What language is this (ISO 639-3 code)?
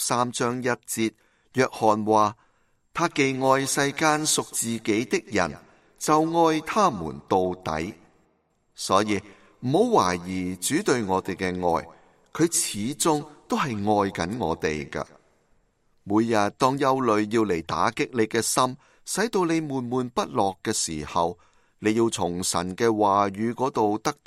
yue